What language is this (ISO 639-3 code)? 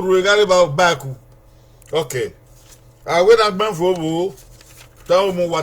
bin